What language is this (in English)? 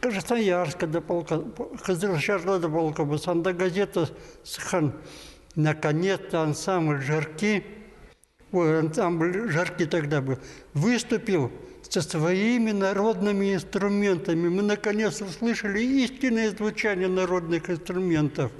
Khakas